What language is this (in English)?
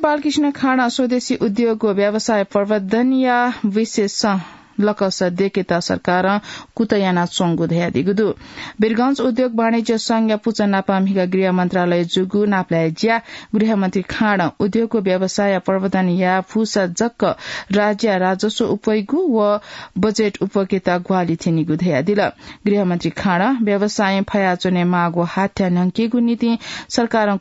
Newari